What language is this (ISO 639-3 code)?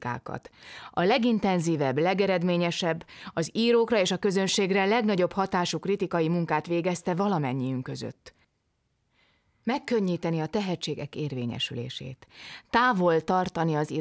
hun